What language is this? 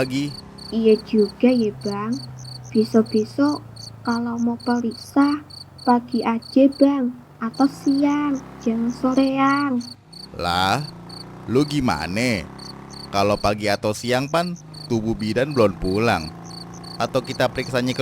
Betawi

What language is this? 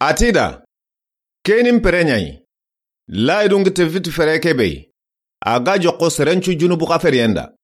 Soninke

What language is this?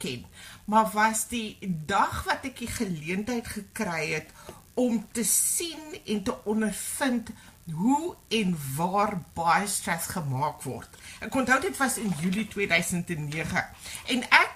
Afrikaans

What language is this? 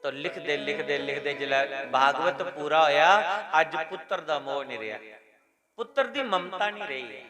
Dogri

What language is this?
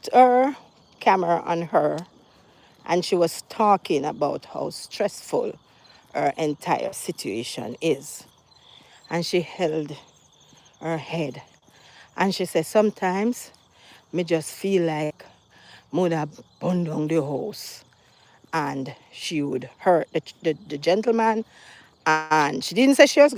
Jamaican Creole English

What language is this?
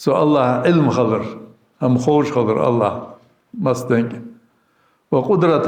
Ingush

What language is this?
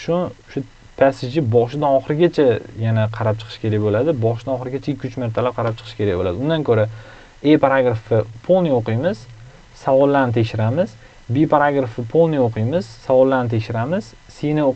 Uzbek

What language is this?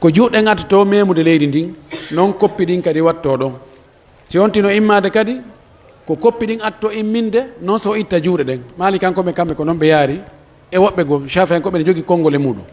Pular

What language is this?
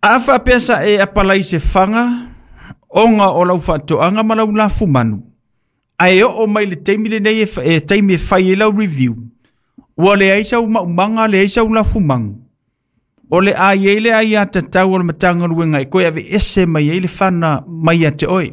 Samoan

